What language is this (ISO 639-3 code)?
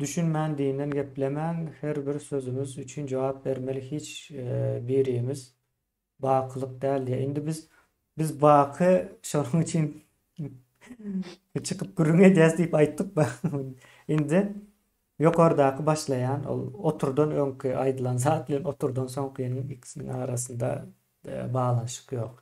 tuk